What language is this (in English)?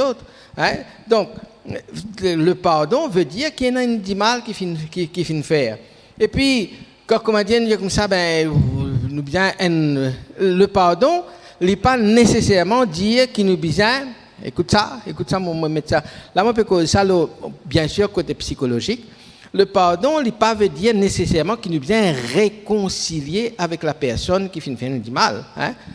Morisyen